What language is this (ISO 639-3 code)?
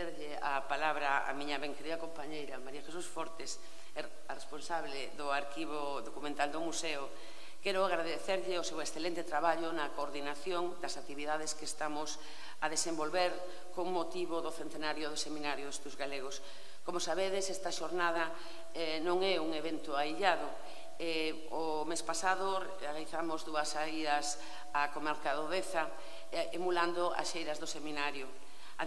glg